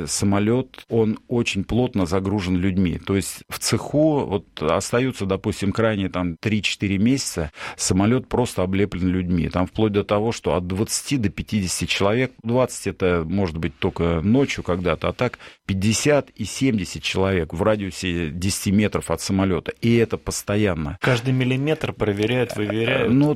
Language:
Russian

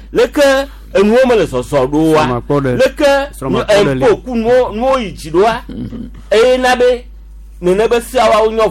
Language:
Gen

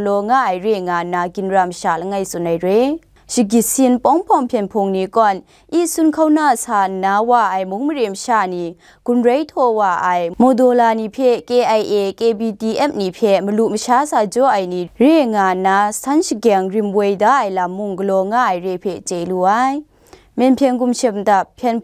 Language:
Kachin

